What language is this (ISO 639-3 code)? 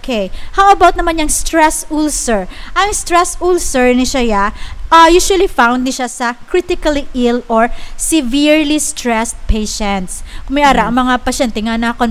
hil